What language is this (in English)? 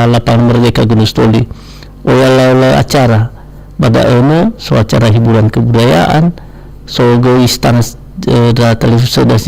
Nias